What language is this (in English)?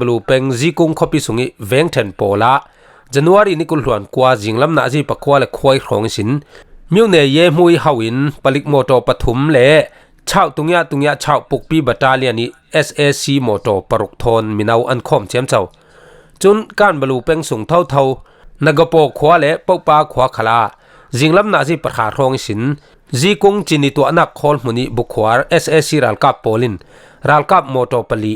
Falam Chin